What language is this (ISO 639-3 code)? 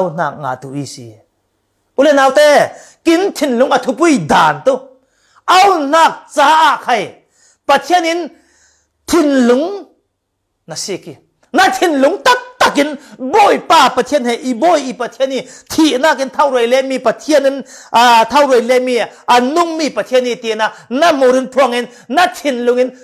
cfm